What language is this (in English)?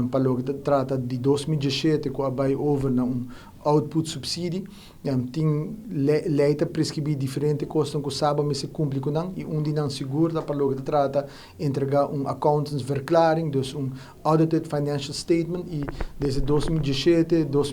Papiamento